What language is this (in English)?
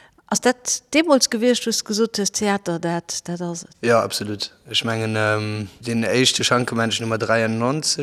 Luxembourgish